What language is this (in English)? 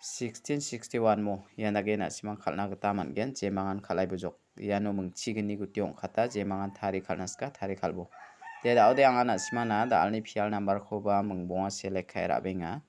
Garo